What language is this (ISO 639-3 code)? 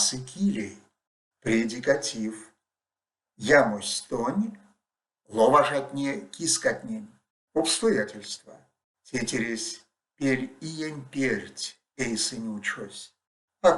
myv